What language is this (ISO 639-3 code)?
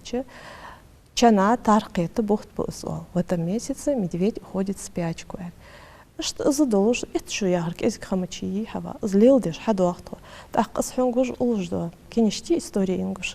inh